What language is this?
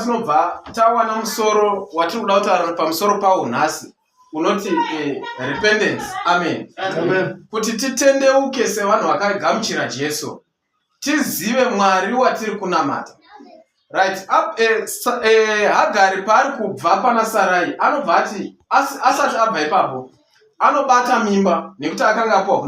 Shona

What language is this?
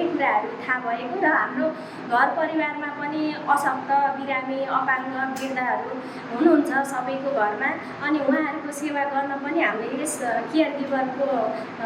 Nepali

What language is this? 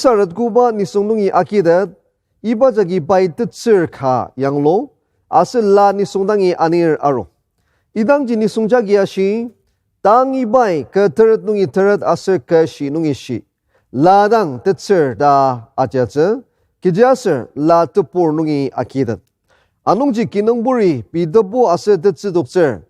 Ao Naga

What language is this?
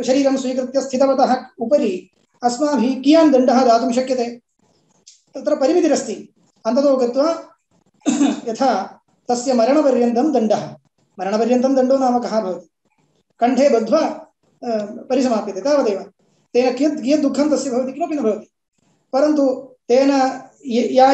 Sanskrit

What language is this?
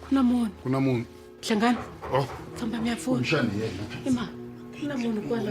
Tsonga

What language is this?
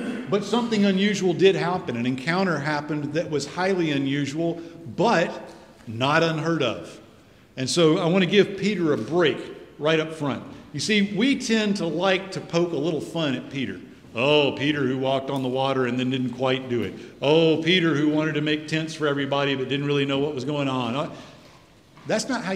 English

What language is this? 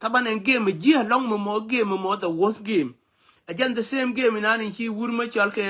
Nuer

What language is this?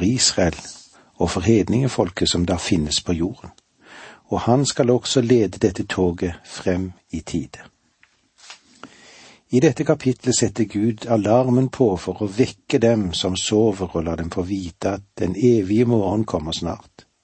Norwegian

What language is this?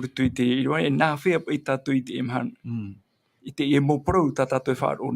Tahitian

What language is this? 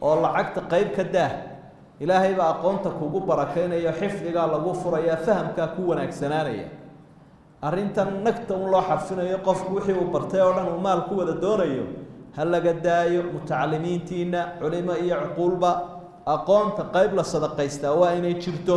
Somali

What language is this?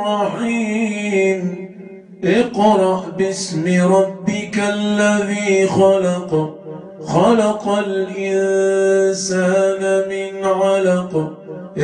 Arabic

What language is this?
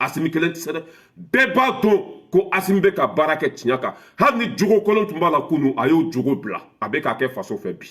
Bambara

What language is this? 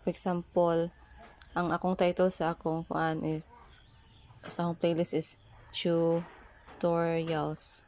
Cebuano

